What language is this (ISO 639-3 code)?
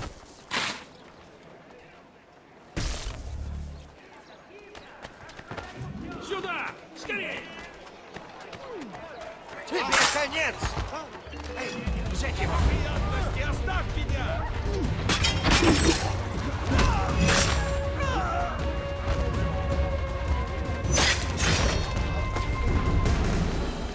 rus